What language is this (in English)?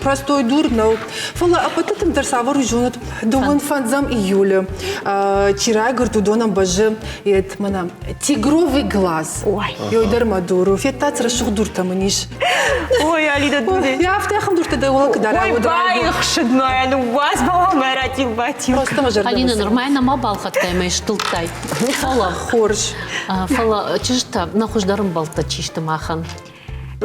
Ossetic